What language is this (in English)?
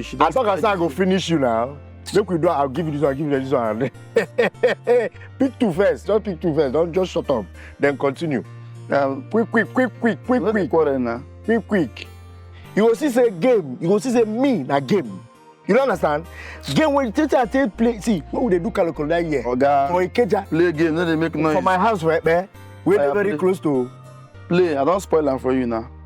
Nigerian Pidgin